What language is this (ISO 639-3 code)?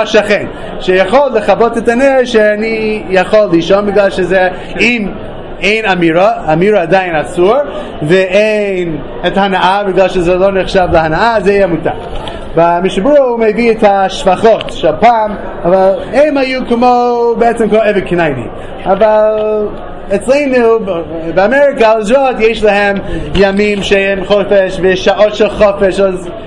heb